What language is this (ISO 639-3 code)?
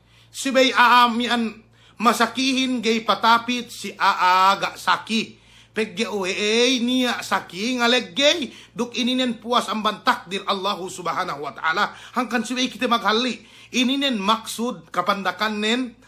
yka